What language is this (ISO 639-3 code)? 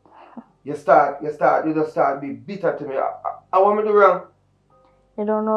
jam